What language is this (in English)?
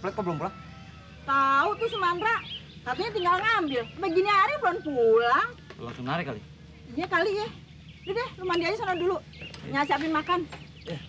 Betawi